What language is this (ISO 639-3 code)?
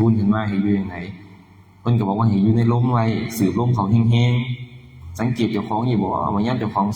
tts